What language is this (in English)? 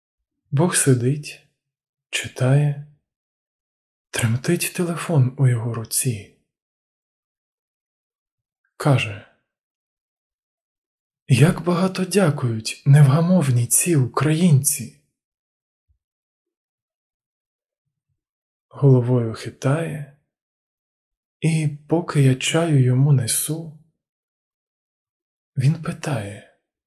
Ukrainian